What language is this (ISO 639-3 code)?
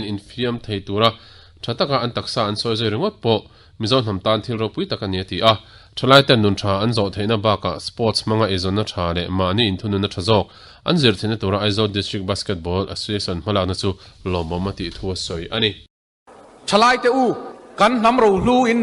lus